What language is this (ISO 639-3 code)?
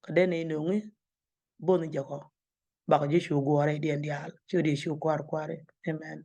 nus